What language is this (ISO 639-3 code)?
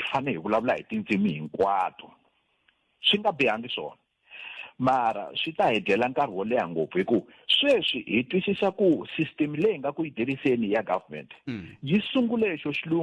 tso